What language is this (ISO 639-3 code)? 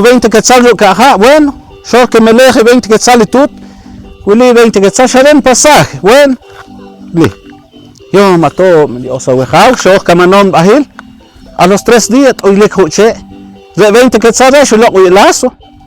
poh